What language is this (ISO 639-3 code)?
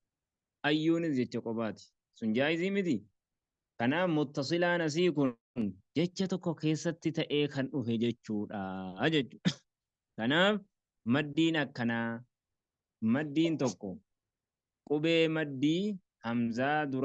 orm